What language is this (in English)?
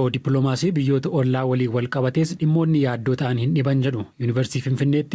Oromo